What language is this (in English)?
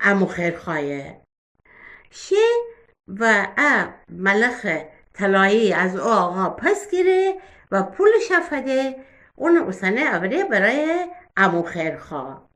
Gilaki